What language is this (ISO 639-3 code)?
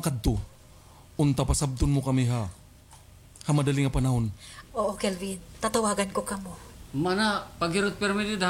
war